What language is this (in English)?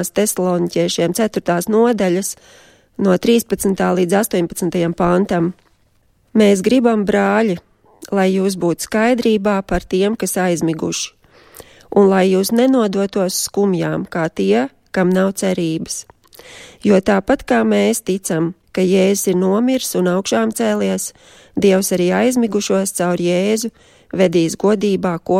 Latvian